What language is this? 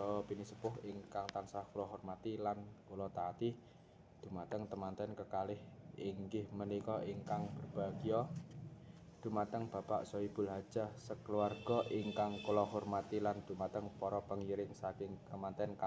Javanese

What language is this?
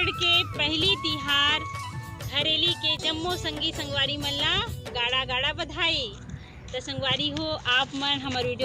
Chhattisgarhi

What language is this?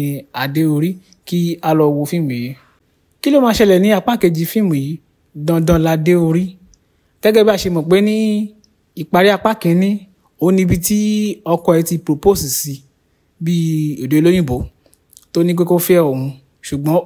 Yoruba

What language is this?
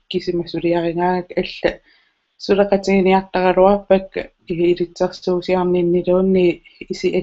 Kalaallisut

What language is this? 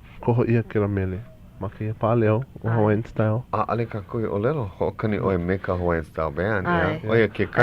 Hawaiian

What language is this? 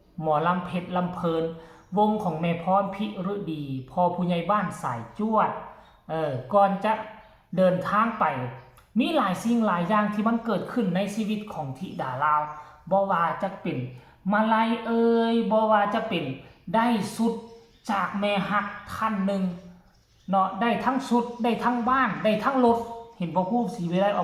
Northeastern Thai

